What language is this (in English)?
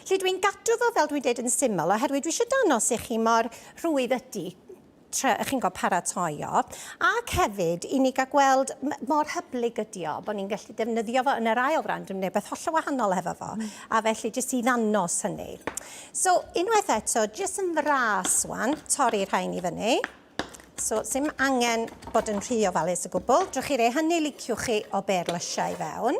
Welsh